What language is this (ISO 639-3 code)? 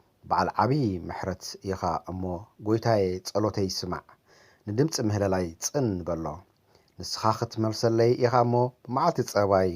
tir